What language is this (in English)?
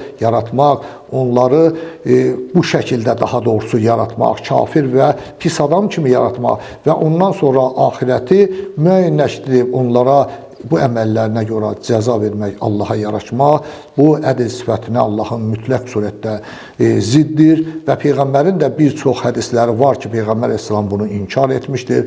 Azerbaijani